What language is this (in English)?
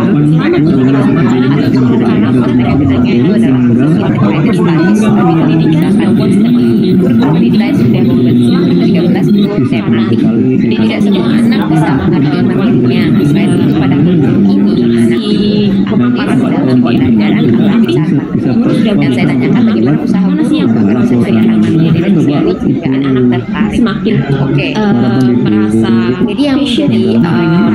Indonesian